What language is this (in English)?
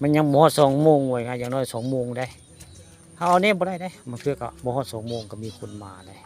Northeastern Thai